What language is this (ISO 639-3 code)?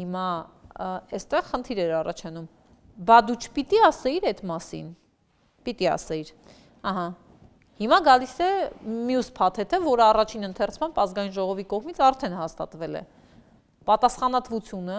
hye